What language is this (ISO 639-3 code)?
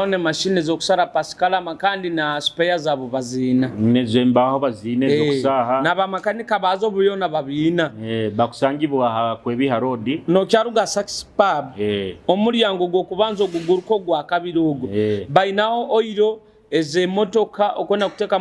nyo